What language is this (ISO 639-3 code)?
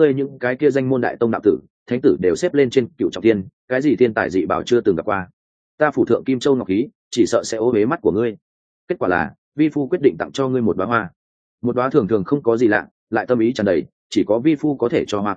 vie